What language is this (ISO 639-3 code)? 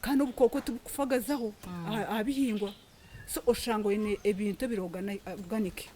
nyn